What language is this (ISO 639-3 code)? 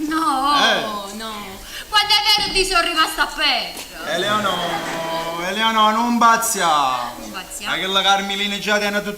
nap